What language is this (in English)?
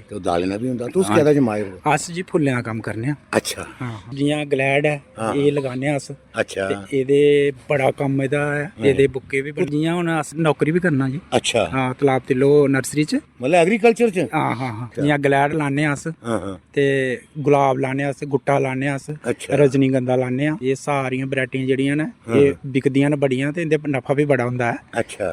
Dogri